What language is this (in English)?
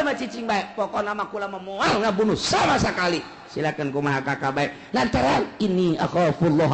Sundanese